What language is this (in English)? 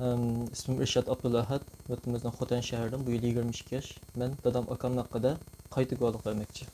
Uyghur